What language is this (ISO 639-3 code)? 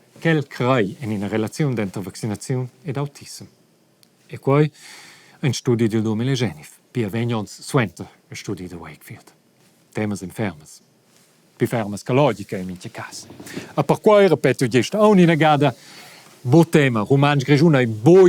roh